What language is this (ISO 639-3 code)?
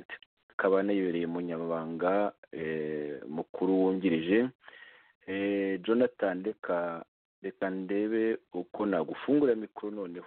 kin